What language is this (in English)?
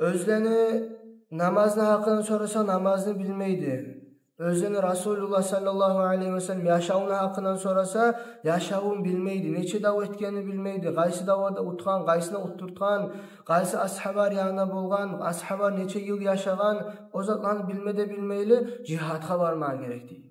Kumyk